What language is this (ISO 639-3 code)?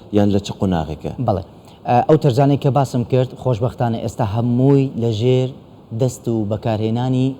ckb